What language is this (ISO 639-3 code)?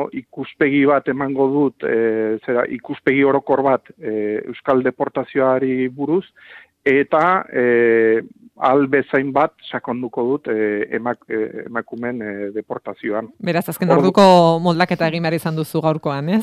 eus